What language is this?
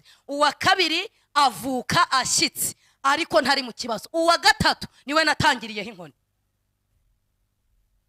Kinyarwanda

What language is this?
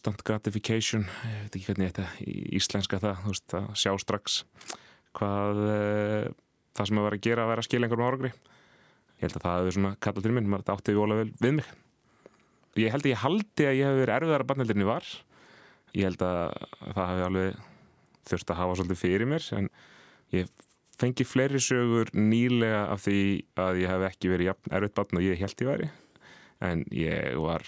Icelandic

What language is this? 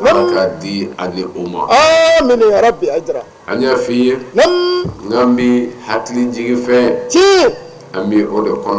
Bambara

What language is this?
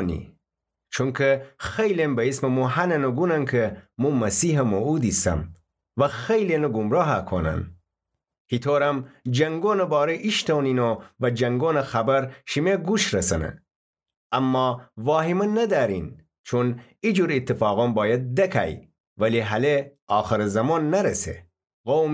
Gilaki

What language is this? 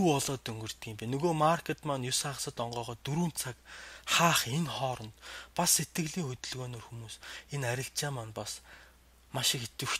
Mongolian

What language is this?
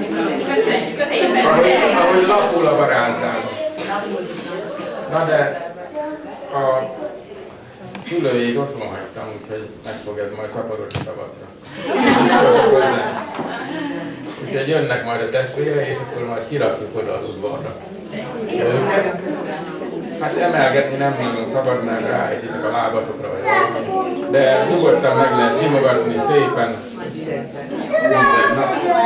Hungarian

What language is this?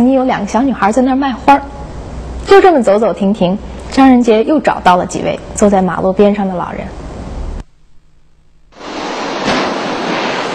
Chinese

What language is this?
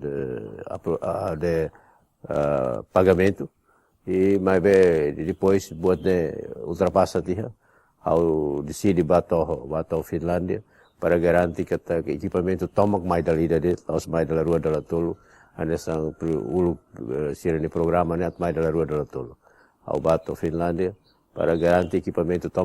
Tetum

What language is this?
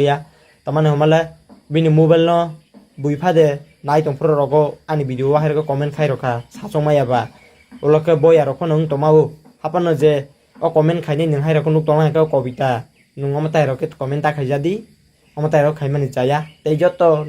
Kok Borok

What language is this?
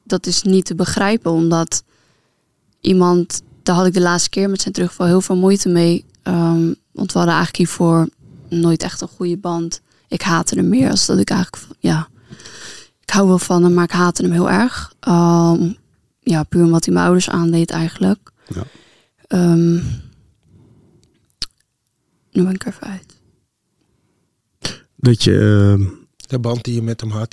Dutch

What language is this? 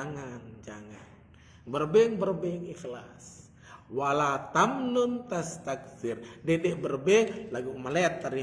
Sasak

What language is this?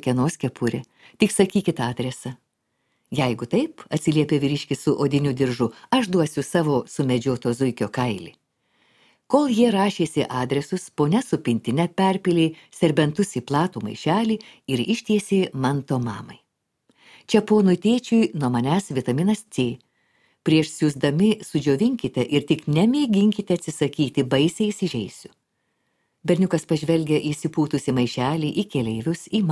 Lithuanian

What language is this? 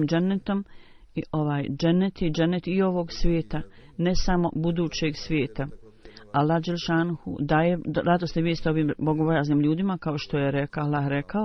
Bosnian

